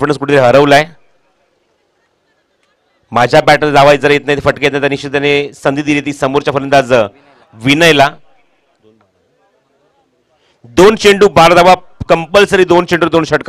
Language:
Marathi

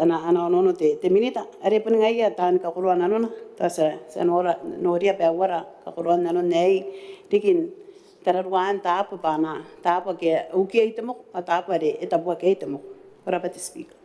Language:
Gilbertese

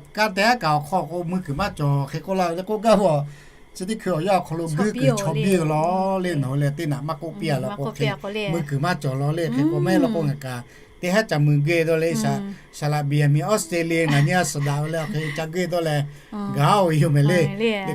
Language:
Lahu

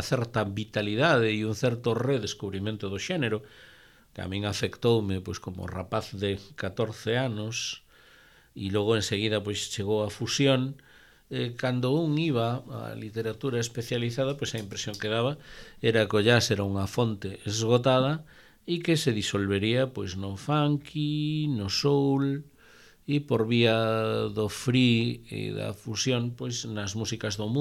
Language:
Galician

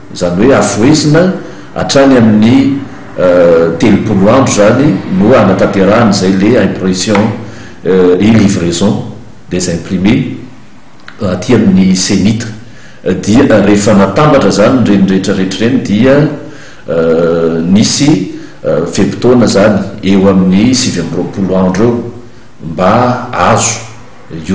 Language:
Malagasy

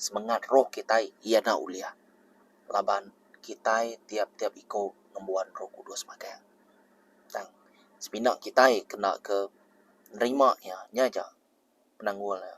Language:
Iban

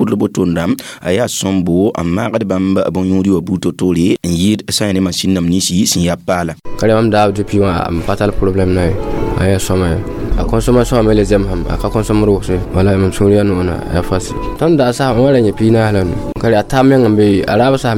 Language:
Mossi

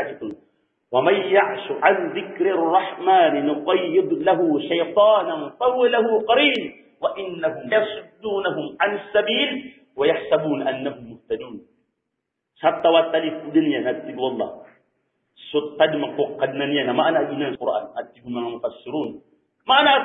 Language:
Maranao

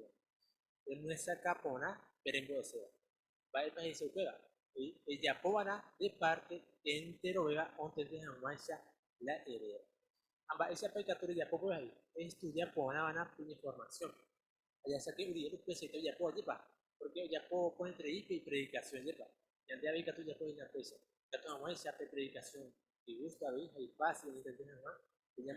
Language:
Guarani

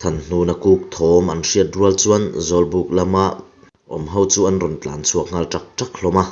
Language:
Mizo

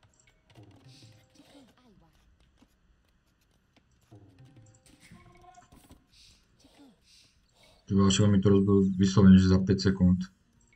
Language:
Slovak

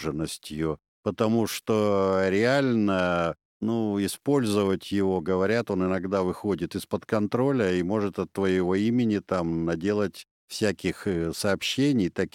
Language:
Russian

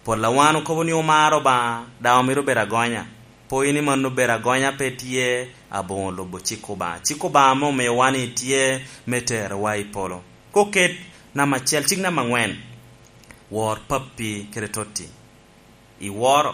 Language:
Lango (Uganda)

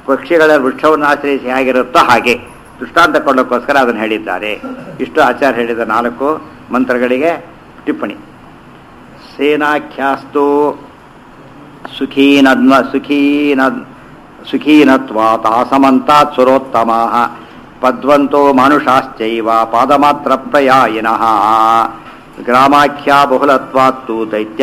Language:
Kannada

